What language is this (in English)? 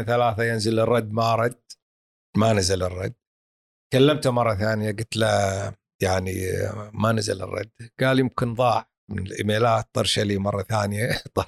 Gulf Arabic